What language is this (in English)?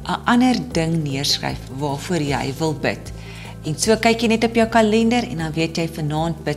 Afrikaans